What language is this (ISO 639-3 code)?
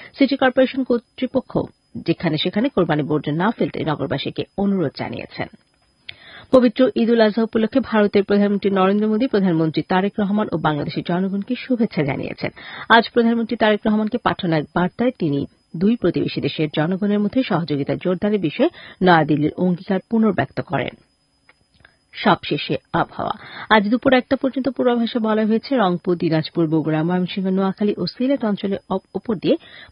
ben